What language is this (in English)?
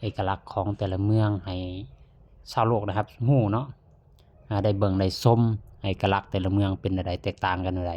Lao